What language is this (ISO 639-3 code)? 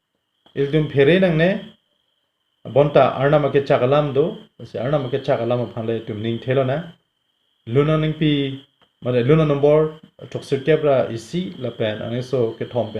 mjw